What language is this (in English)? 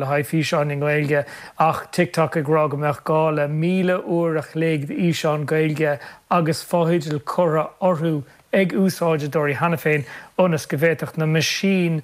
Irish